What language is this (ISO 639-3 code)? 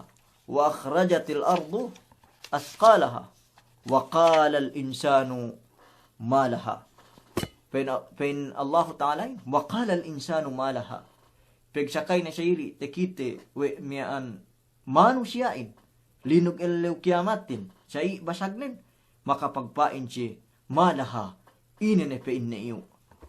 yka